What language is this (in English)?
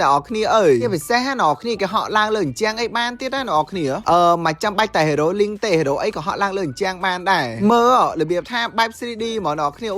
Khmer